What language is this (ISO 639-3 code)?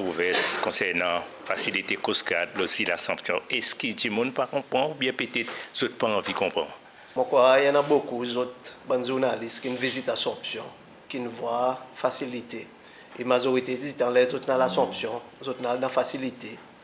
crs